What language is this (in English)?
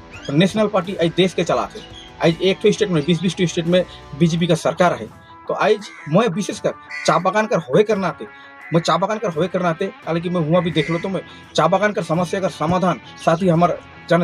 Sadri